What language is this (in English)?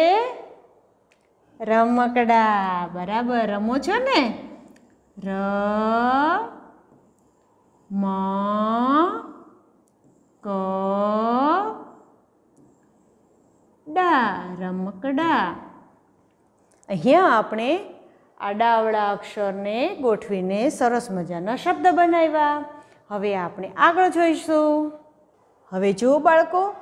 Gujarati